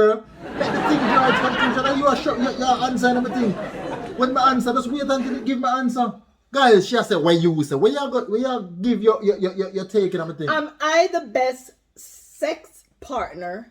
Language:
Jamaican Creole English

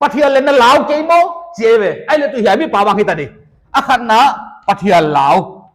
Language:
Paite Chin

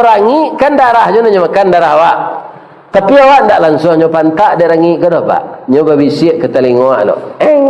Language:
Minangkabau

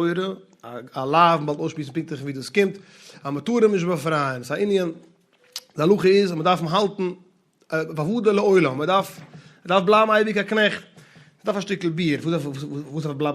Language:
Yiddish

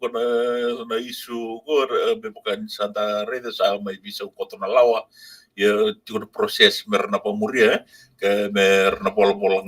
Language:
Fijian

